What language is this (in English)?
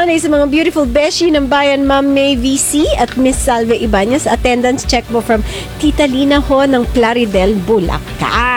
Filipino